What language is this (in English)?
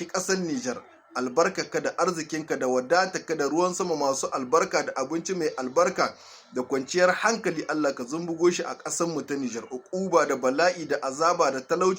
Hausa